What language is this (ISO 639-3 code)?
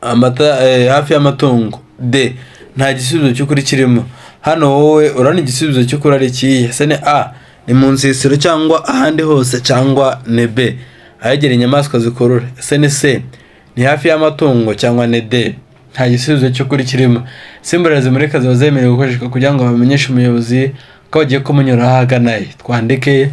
kin